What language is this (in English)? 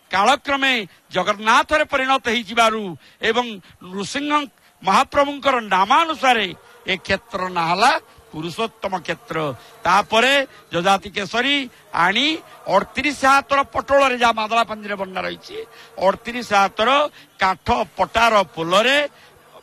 Odia